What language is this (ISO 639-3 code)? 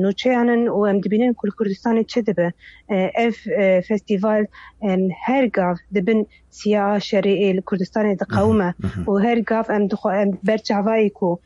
kur